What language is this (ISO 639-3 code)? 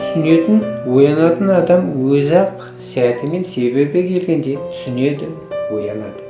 kaz